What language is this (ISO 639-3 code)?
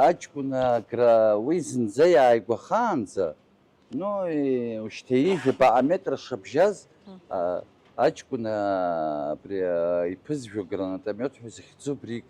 abk